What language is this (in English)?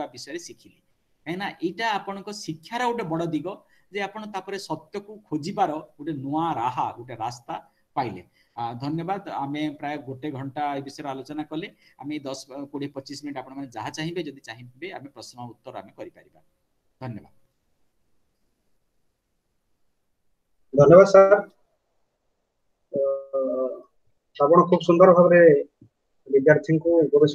Odia